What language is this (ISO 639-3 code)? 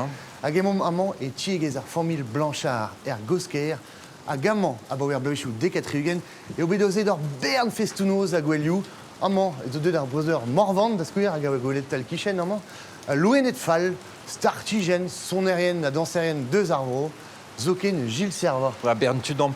bre